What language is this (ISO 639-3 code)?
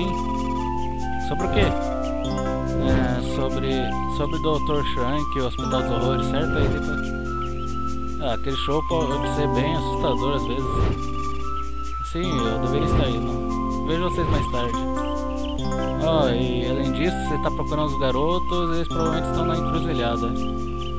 por